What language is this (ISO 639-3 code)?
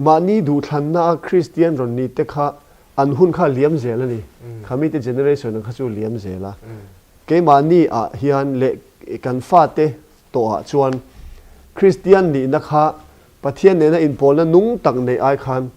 lus